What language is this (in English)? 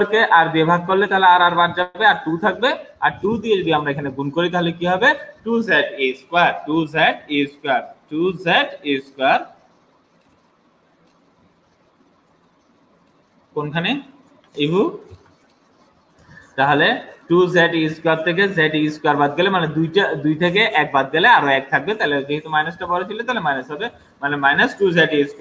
Bangla